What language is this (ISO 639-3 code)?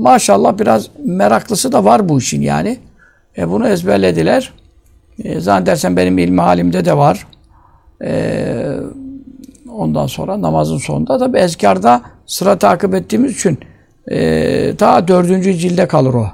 tur